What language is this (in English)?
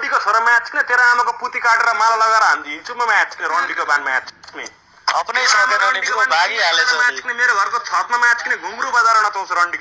Nepali